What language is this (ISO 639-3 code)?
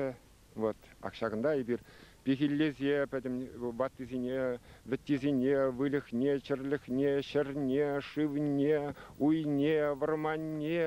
chv